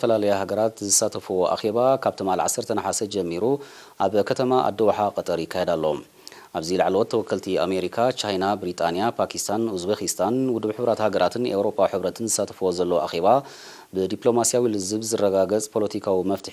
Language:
Tigrinya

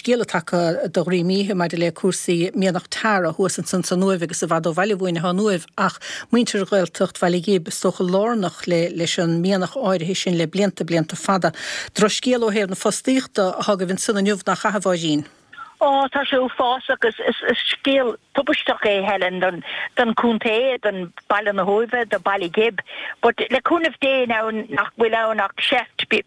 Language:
Irish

